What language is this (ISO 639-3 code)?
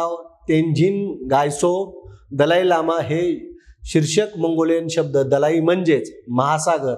mar